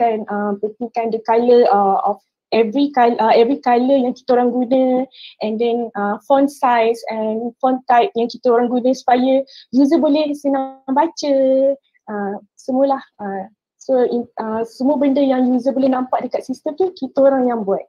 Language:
Malay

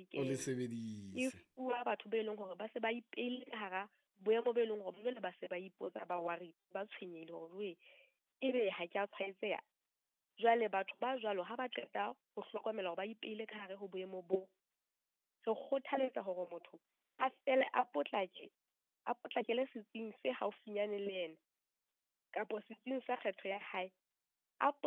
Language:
Southern Sotho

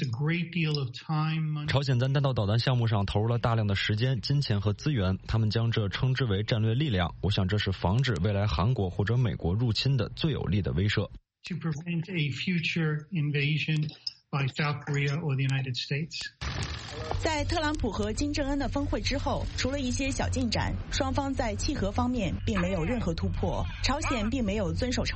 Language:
Chinese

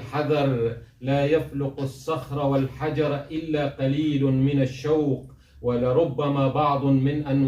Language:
Kurdish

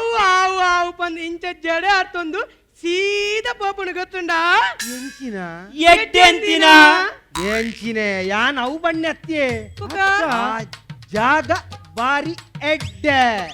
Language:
Tulu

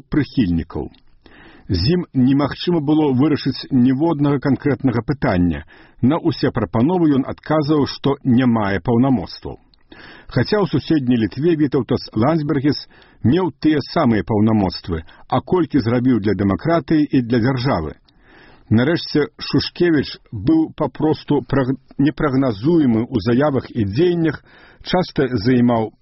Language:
Belarusian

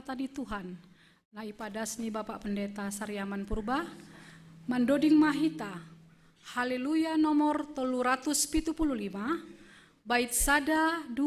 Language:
Batak Simalungun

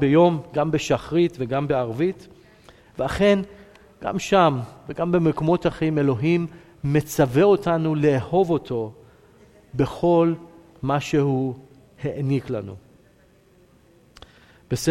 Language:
Hebrew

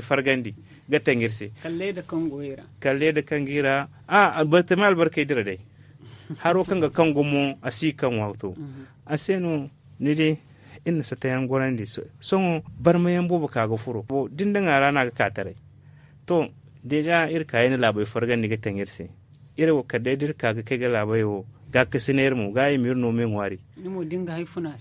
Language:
Zarma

